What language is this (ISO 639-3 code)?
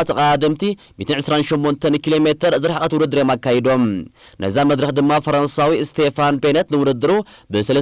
tir